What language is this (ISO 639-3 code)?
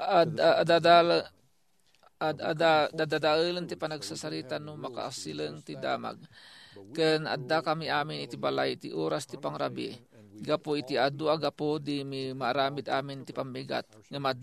ilo